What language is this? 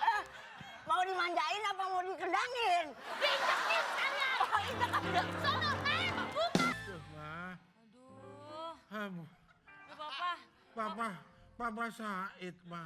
Betawi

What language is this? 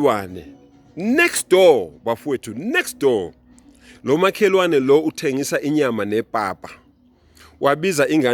Zulu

